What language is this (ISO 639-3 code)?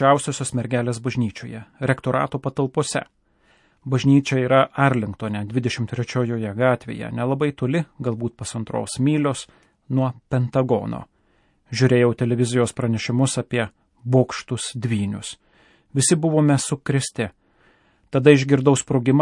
lit